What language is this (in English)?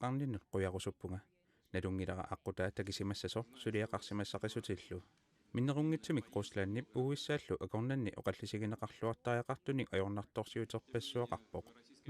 Kalaallisut